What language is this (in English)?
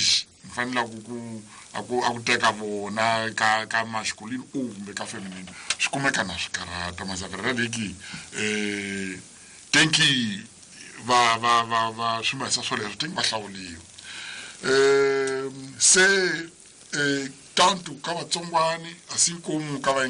Tsonga